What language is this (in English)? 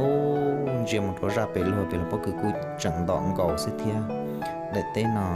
Hmong